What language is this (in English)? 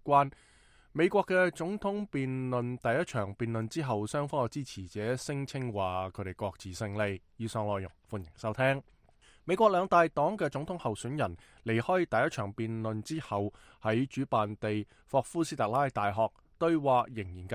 Cantonese